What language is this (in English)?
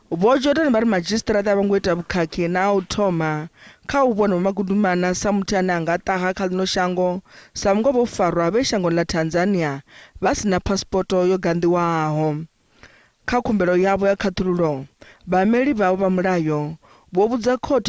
Venda